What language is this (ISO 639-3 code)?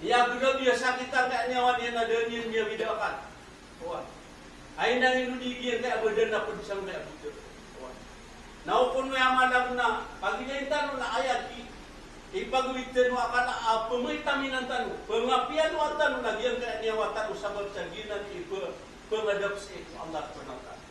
mrw